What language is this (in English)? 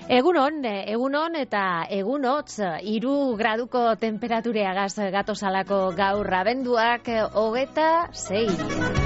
Basque